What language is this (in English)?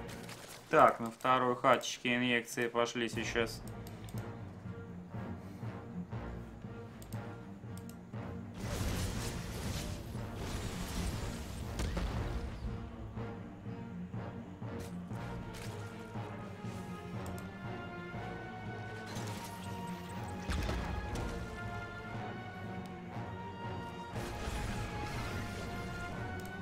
Russian